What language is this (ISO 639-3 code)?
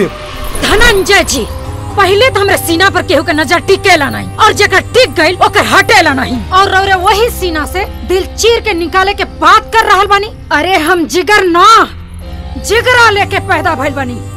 bho